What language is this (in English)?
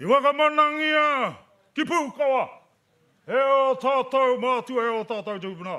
Māori